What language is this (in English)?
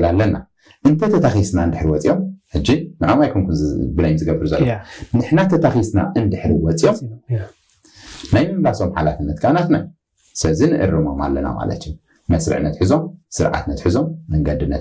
Tigrinya